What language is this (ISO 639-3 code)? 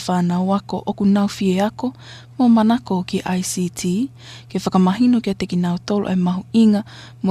ton